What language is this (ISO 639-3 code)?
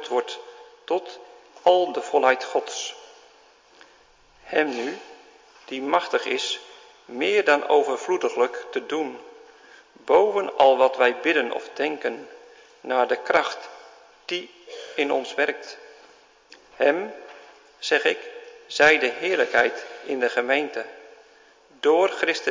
nld